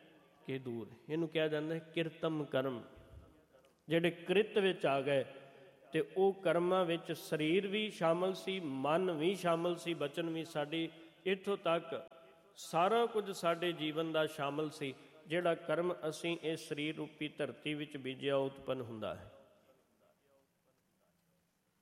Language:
Punjabi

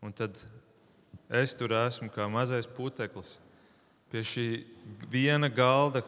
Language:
Latvian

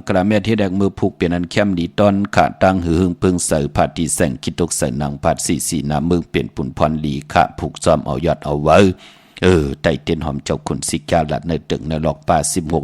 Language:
Shan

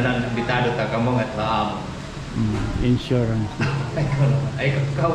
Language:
Waray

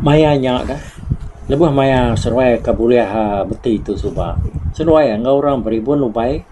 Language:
Iban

